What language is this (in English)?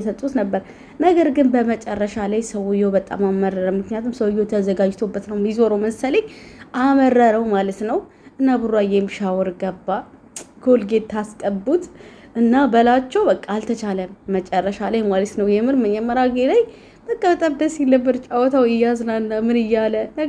Amharic